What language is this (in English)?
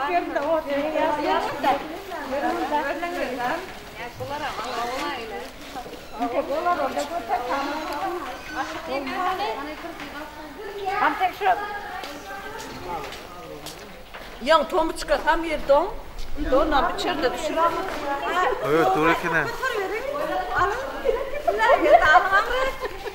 Turkish